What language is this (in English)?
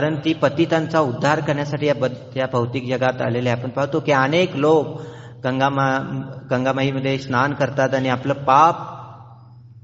Marathi